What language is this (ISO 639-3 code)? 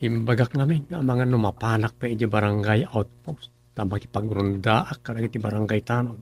ilo